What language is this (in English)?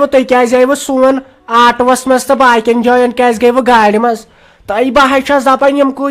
Kashmiri